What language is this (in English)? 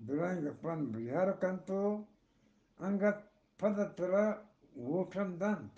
Eastern Balochi